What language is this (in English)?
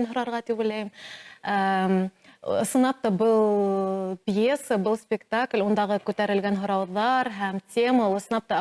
Bashkir